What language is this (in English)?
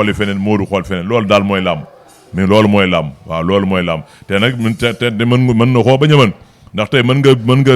Wolof